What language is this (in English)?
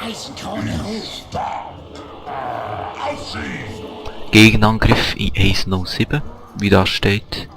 Swiss German